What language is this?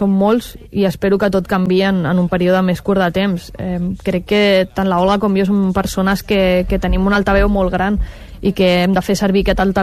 Catalan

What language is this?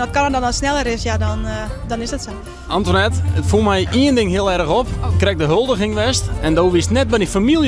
Western Frisian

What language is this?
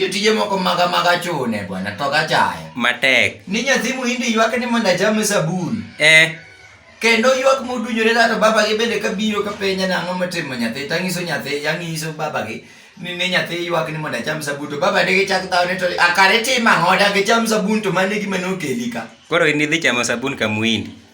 Luo (Kenya and Tanzania)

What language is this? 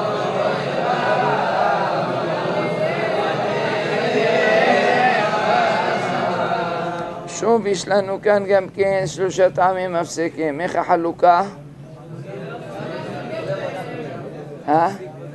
Hebrew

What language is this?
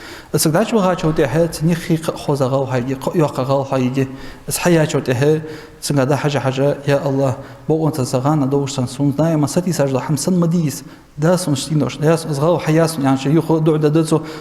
Ingush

